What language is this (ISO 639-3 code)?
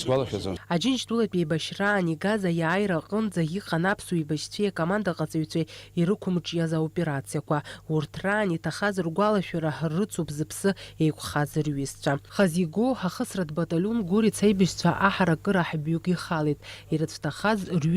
abk